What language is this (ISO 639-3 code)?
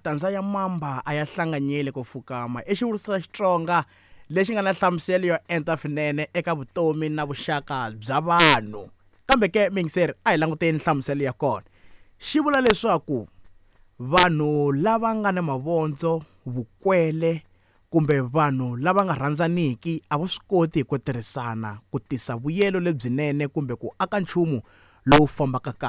tso